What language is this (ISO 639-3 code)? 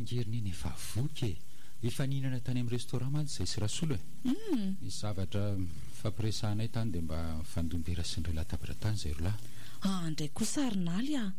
mlg